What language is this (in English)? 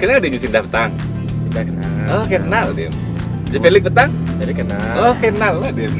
Minangkabau